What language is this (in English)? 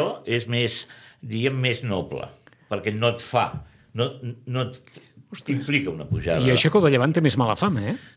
Catalan